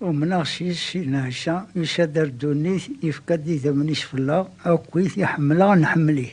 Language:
Kabyle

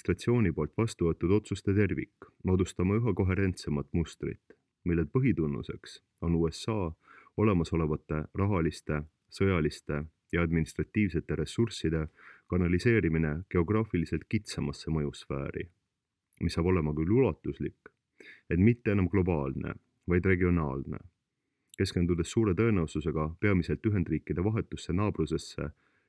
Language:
Estonian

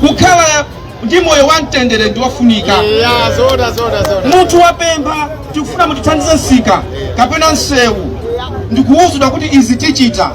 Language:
Nyanja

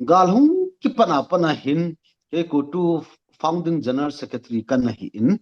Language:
Thado Chin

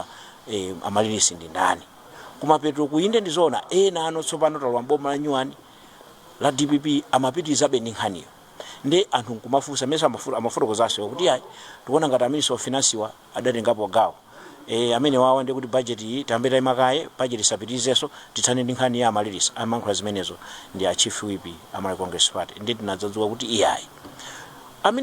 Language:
Nyanja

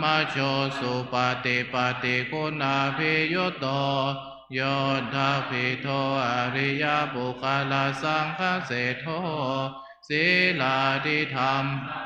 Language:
Pali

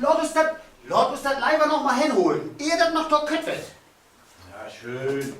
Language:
Low German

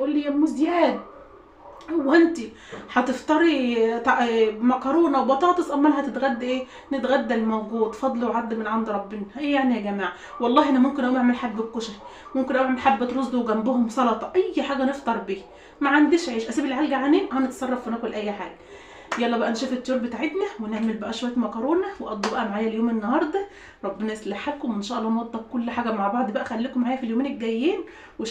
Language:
Egyptian Arabic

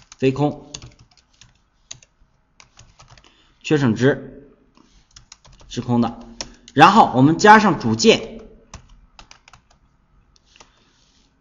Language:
Chinese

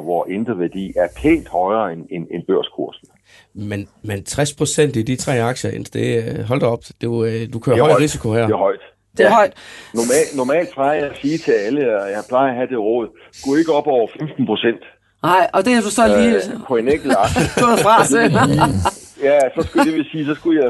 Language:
Danish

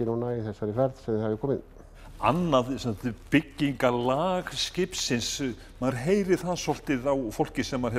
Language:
Icelandic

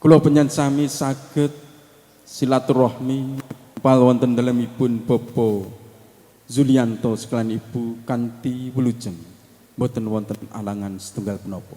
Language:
Javanese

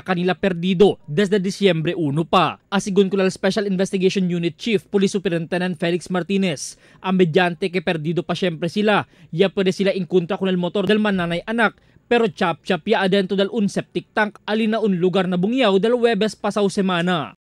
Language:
Chavacano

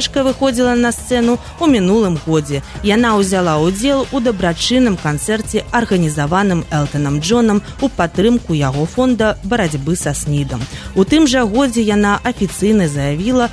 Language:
Belarusian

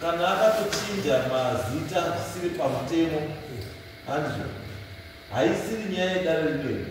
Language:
Shona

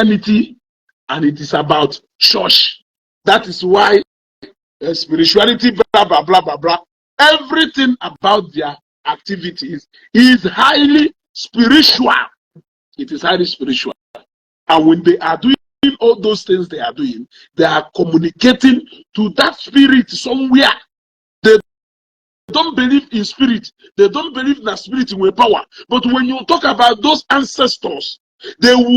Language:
Igbo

